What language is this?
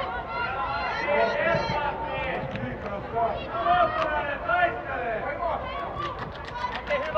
Finnish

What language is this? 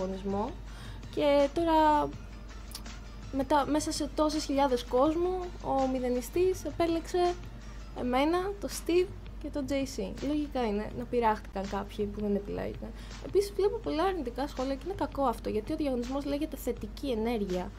Greek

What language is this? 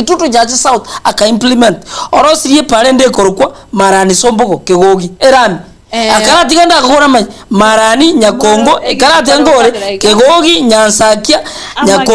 Gusii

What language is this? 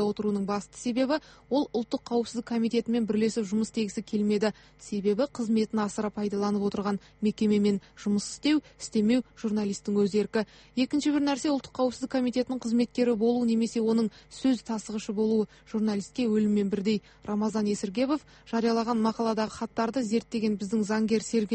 Kazakh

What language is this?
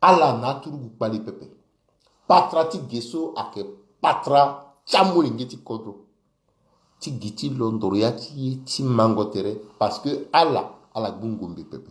Sango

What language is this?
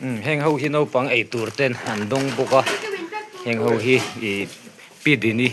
Mizo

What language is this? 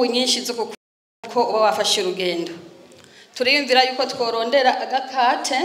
Rundi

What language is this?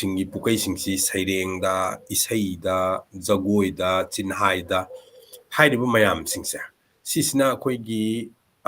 Manipuri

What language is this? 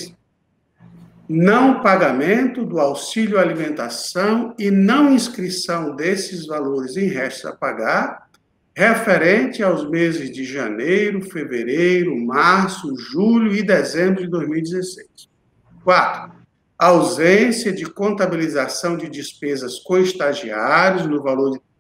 Portuguese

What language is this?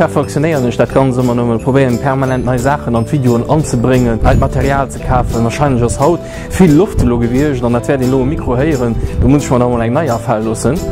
Luxembourgish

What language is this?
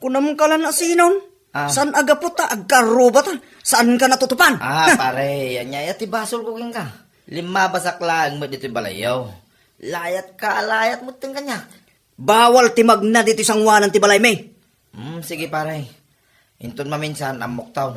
Iloko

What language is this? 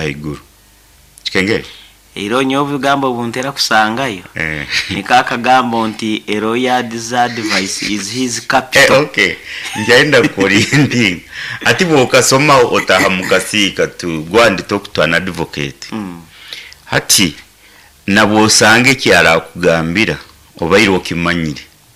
Nyoro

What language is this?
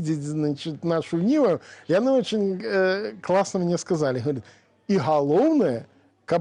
Belarusian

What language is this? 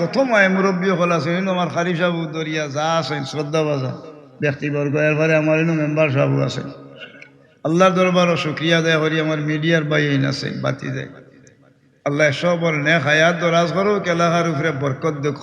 Sylheti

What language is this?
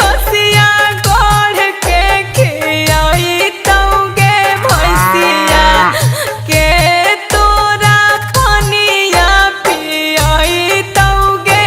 Magahi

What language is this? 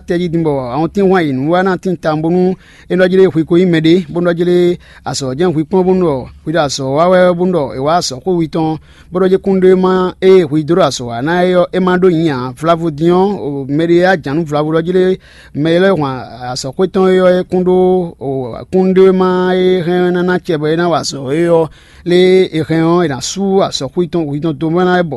Fon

